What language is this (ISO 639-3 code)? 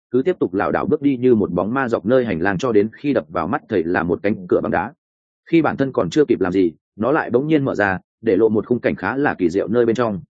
vie